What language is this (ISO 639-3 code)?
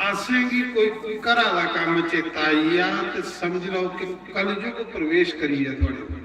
doi